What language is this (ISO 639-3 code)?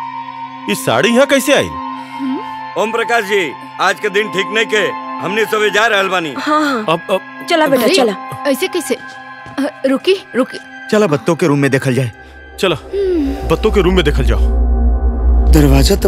bho